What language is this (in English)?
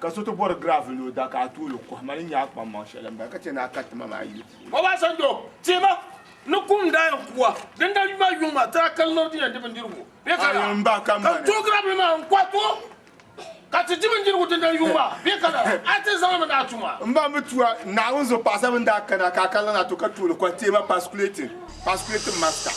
Dagbani